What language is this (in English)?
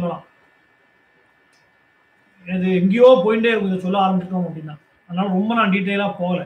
Tamil